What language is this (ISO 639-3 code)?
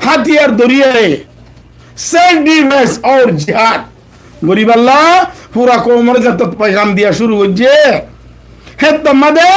rhg